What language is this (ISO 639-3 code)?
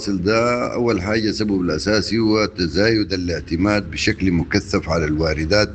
apd